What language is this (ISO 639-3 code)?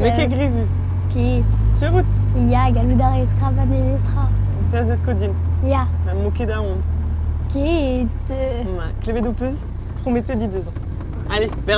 bre